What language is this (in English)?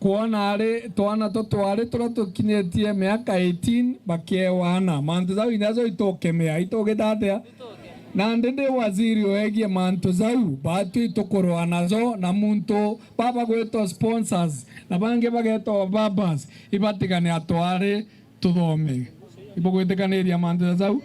Meru